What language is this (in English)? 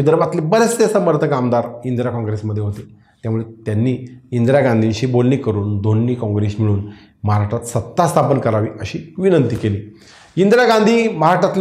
Marathi